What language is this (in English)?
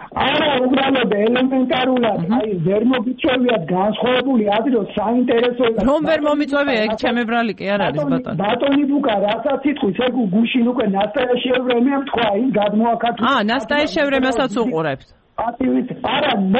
Georgian